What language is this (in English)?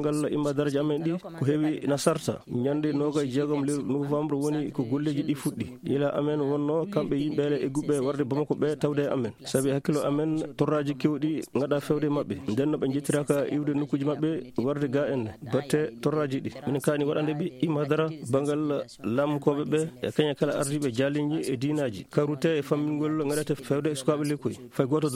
Fula